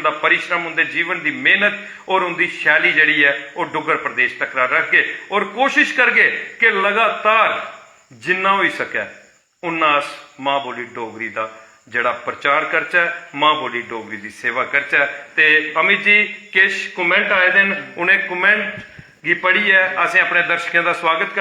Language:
Dogri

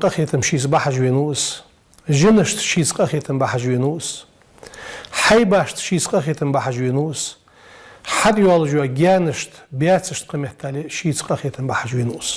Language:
Ingush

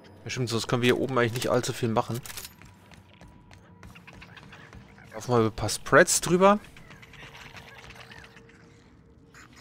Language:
German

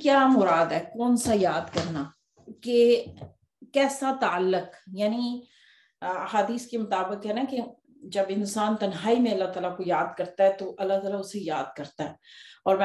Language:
Urdu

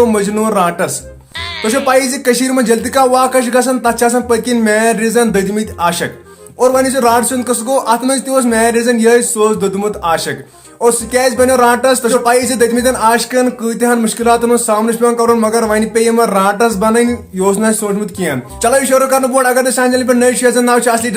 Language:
Kashmiri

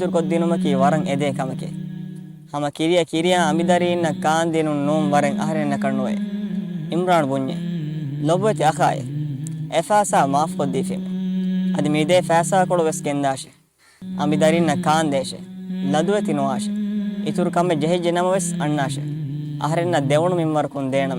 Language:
Divehi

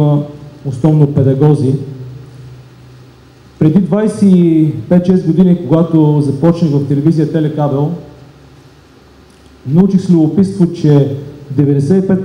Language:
Bulgarian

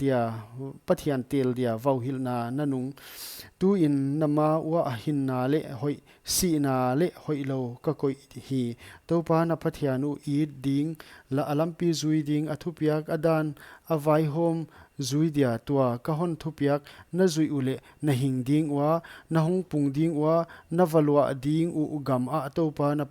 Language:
Paite Chin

